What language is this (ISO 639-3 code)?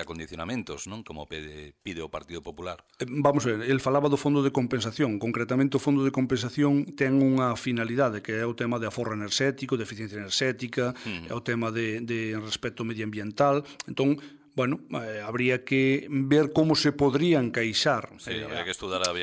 glg